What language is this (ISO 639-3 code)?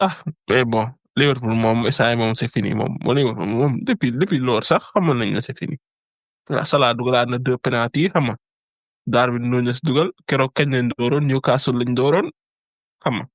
wol